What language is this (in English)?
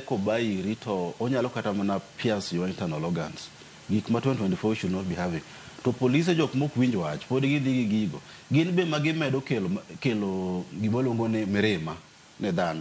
Luo (Kenya and Tanzania)